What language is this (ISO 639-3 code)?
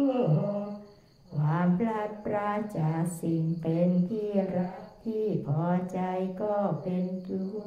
tha